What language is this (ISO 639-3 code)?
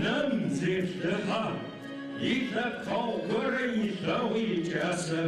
ady